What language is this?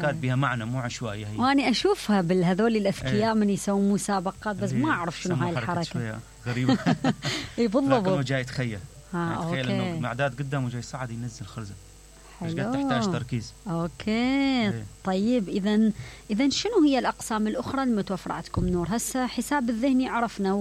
Mesopotamian Arabic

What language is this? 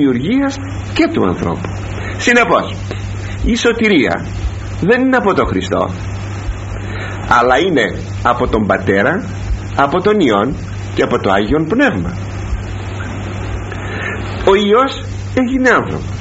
Greek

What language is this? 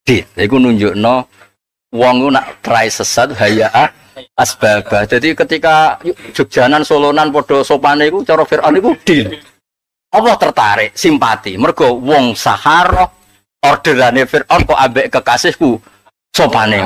Javanese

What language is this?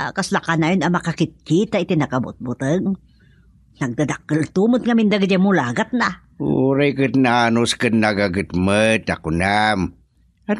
Iloko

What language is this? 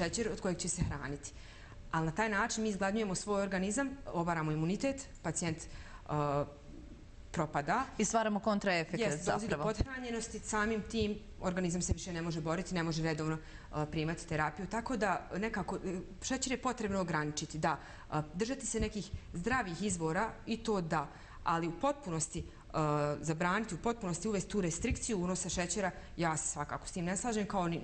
Bosnian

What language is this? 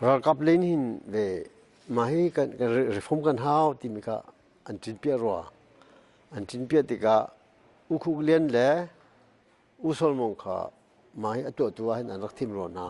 Hakha Chin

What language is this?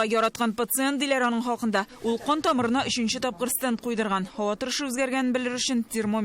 Tatar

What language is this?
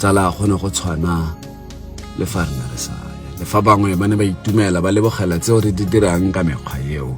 Tswana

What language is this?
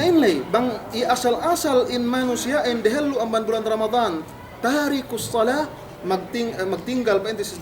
Yakan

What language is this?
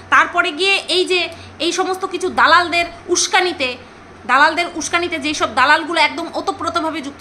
Bangla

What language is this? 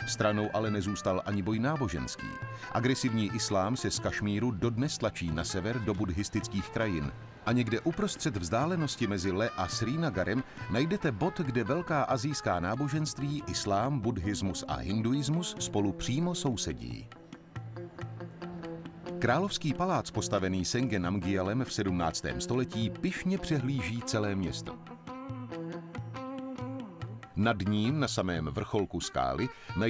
Czech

